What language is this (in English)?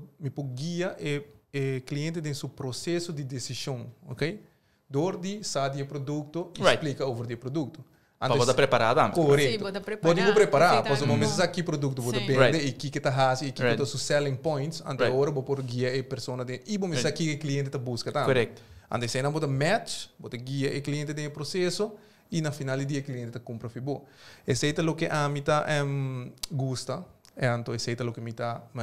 Papiamento